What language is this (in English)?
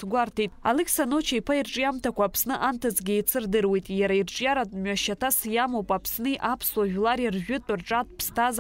Abkhazian